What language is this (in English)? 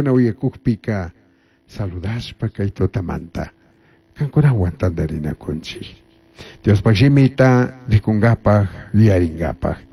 Chimborazo Highland Quichua